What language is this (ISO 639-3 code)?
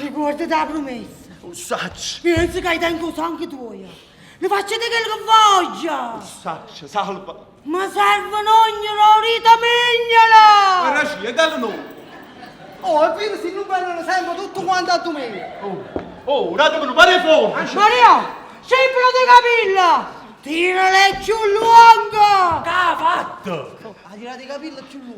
nap